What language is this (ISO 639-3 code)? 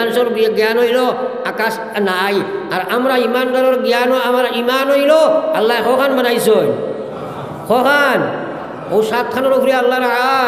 syl